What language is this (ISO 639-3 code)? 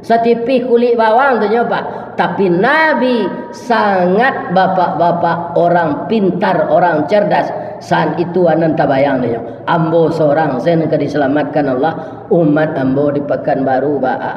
min